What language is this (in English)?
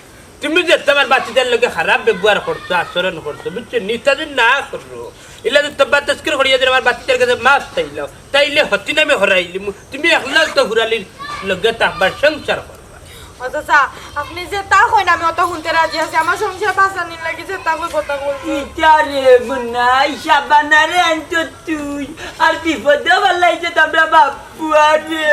Sylheti